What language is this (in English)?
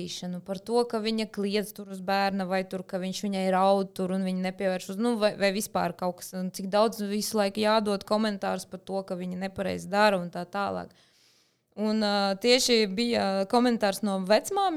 Latvian